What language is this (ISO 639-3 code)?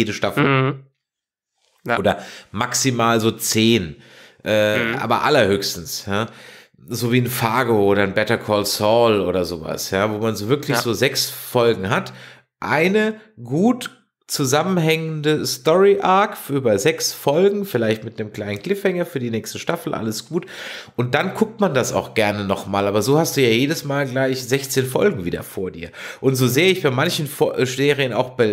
deu